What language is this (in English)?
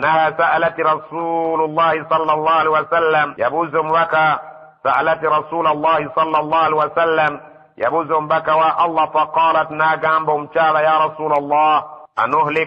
Ganda